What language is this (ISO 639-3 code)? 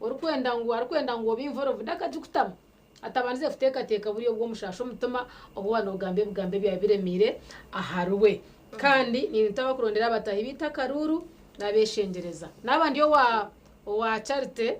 nyn